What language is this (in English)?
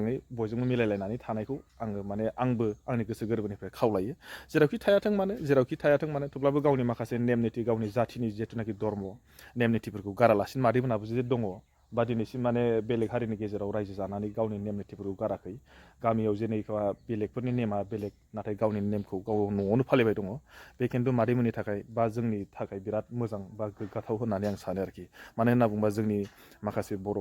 Bodo